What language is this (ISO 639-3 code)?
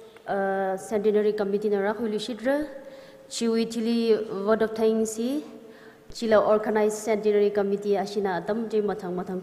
nmf